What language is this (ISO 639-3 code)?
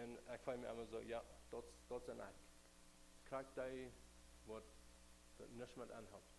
pdt